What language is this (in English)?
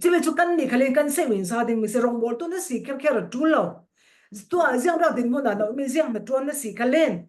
Falam Chin